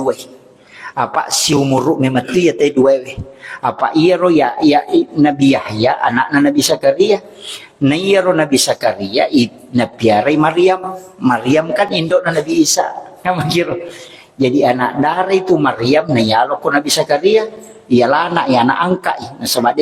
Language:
Buginese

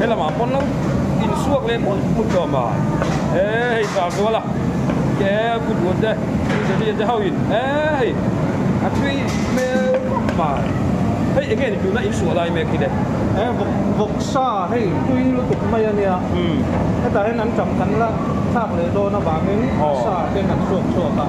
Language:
Mizo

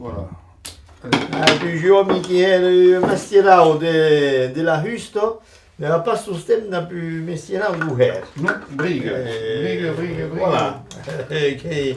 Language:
Occitan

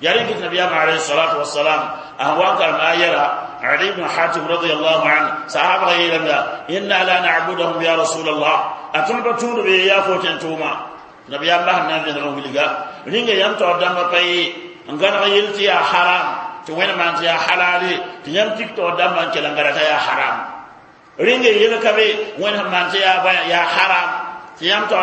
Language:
Mossi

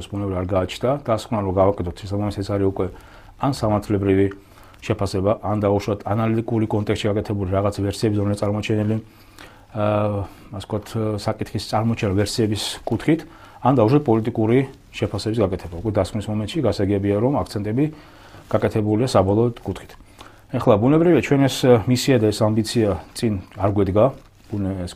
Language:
Georgian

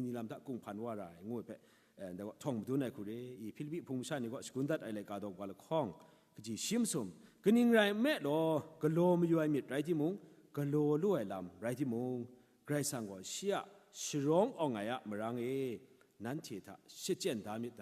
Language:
Kachin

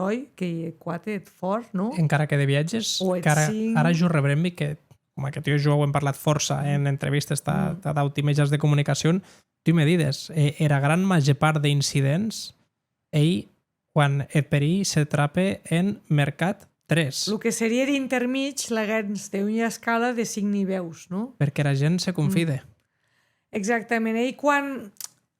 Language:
Occitan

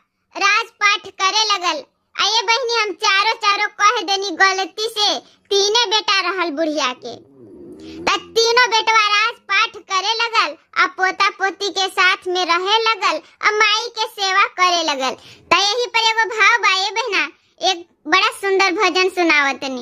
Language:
Bhojpuri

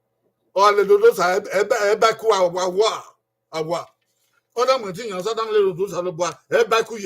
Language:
Bini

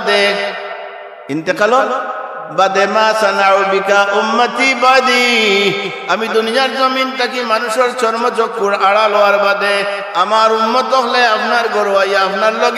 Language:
Sylheti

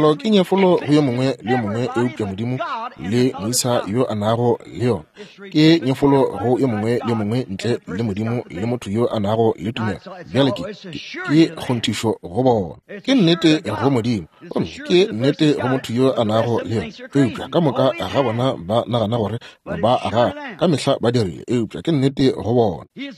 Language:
Northern Sotho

